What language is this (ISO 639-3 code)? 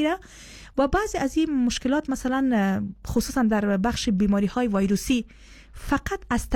fas